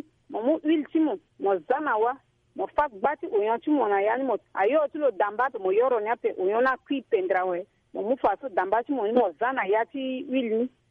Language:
Sango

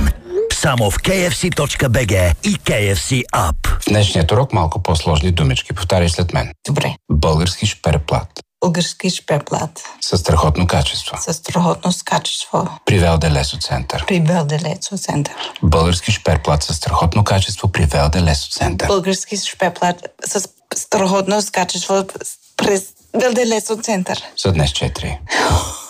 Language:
Bulgarian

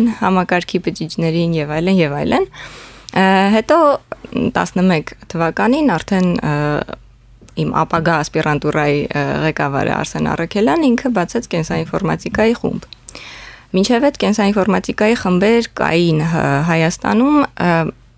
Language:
Armenian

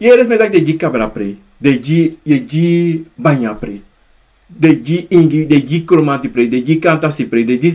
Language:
Sranan Tongo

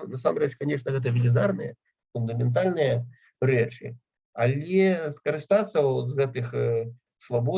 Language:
Belarusian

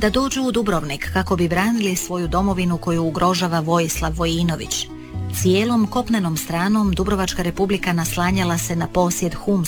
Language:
Croatian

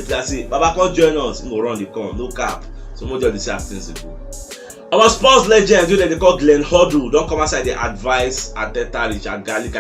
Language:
Nigerian Pidgin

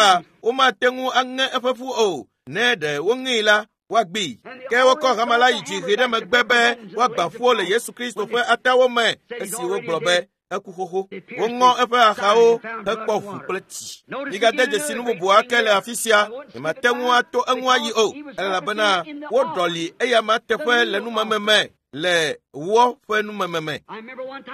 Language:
Ewe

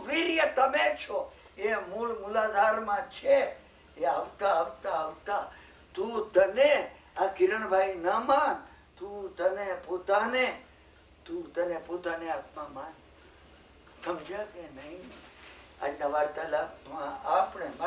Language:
Gujarati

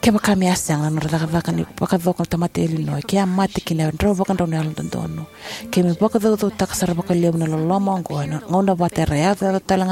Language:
Fijian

